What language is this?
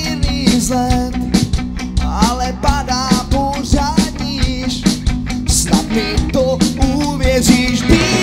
Czech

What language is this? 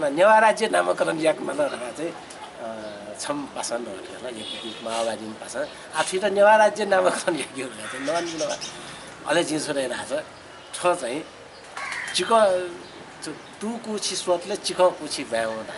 Newari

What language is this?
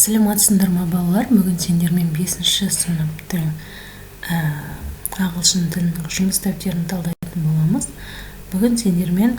Kazakh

